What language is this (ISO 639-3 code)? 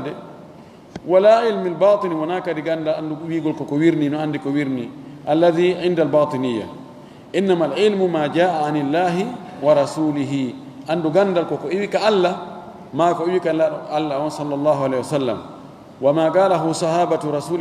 ful